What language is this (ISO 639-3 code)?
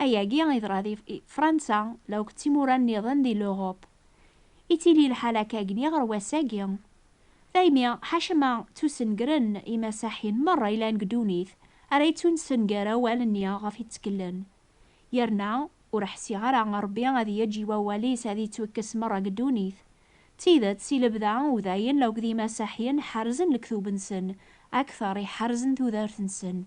kab